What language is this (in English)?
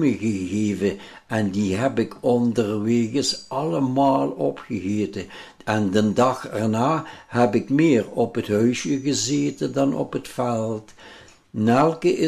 Limburgish